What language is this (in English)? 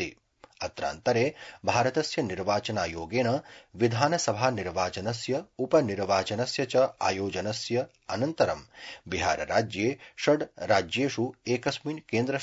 Sanskrit